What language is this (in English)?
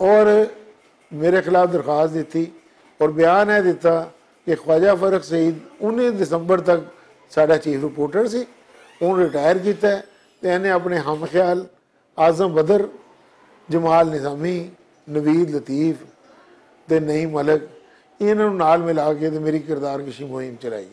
Western Panjabi